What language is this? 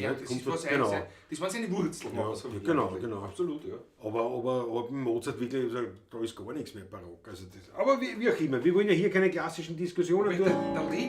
Bavarian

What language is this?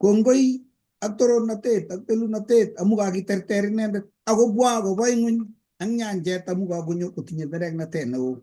Kalenjin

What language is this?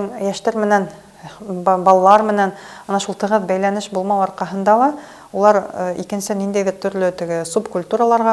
Bashkir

